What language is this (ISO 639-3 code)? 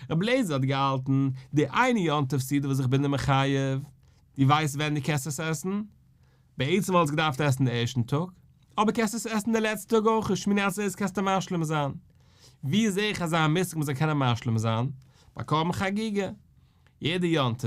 yid